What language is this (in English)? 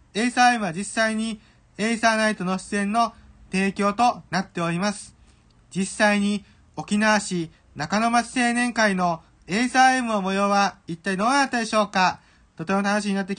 Japanese